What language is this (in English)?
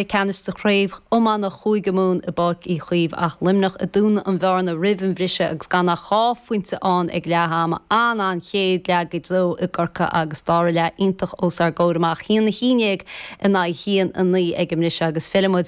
Irish